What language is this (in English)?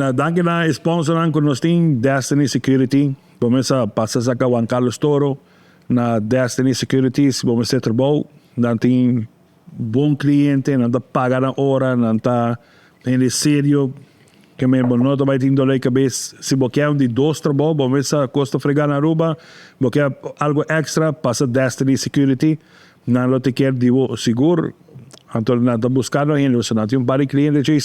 Papiamento